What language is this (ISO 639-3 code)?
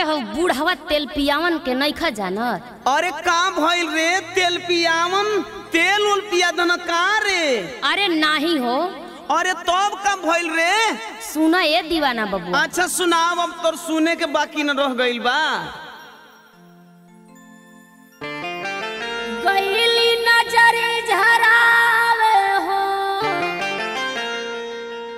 bho